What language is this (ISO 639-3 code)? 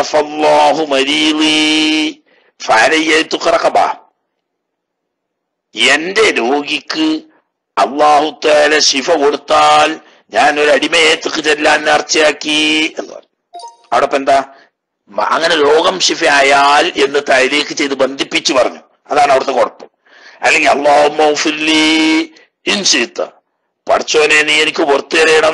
mal